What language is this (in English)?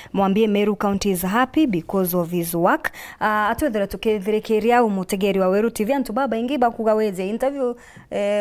Meru